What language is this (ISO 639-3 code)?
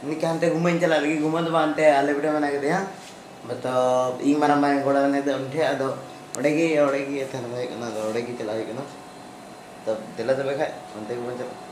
sat